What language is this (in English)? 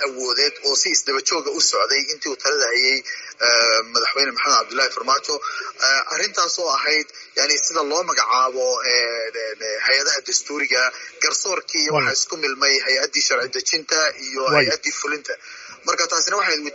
Somali